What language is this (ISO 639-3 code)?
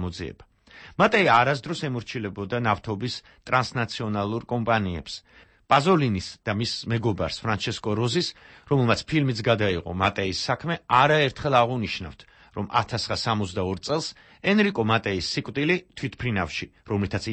kat